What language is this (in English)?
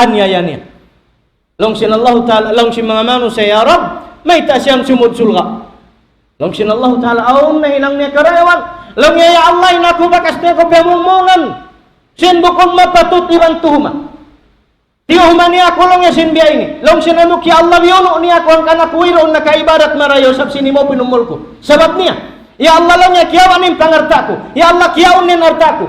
Tausug